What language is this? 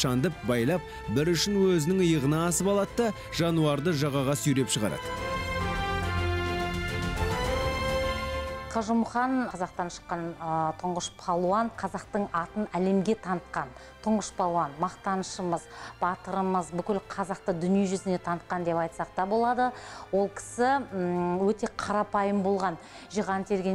Kazakh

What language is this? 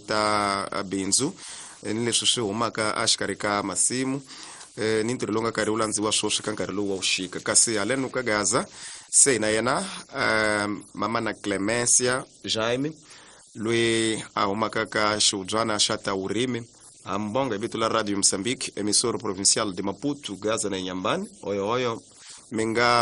Tsonga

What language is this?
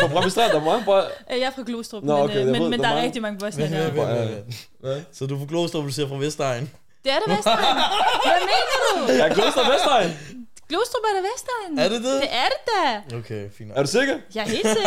Danish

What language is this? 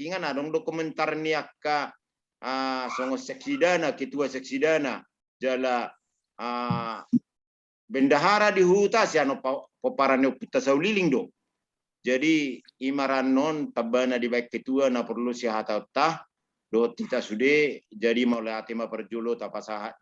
Batak Toba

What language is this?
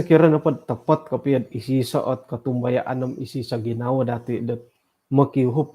Central Dusun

